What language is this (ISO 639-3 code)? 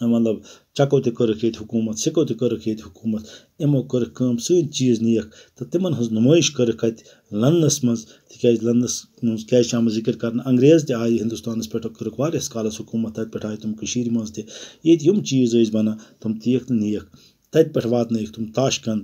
kas